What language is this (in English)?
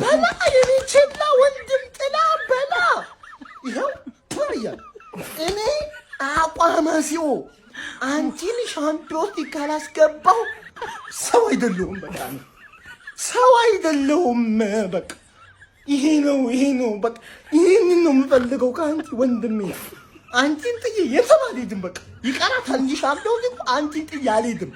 Amharic